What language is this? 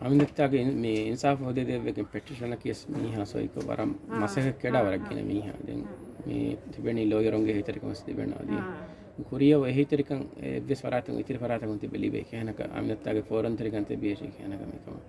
Divehi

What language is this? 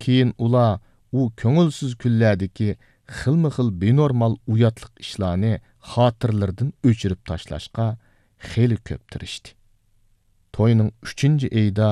Uyghur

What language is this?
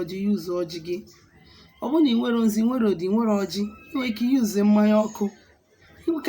Igbo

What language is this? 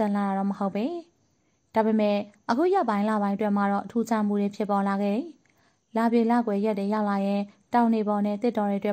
Burmese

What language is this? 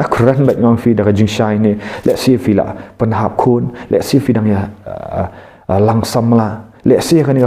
Khasi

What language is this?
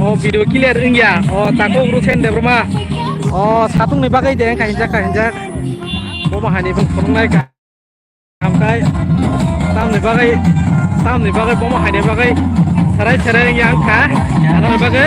Kok Borok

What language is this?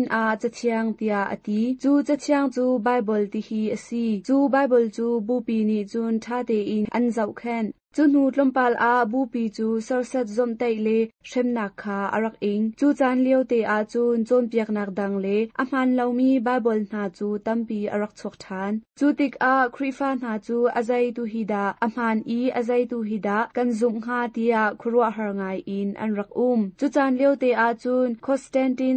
Hakha Chin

